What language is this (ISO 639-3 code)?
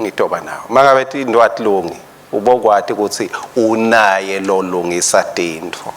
ssw